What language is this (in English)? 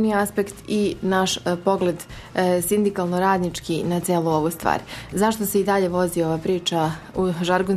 Serbian